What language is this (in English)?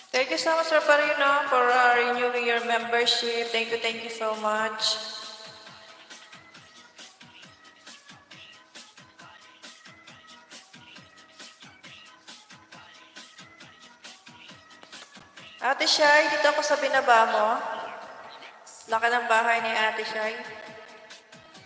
Filipino